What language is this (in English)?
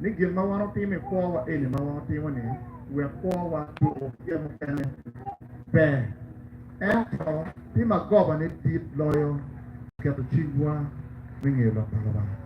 Acoli